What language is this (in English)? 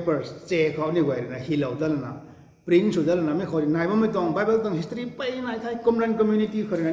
Rongmei Naga